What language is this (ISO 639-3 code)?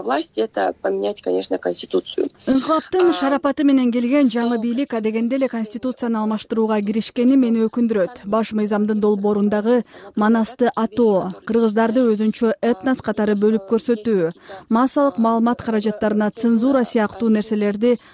kir